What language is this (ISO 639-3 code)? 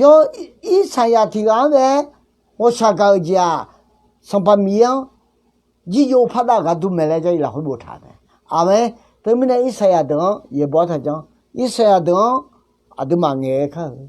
ahk